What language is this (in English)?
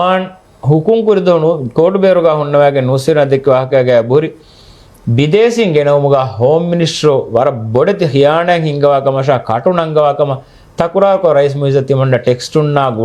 Divehi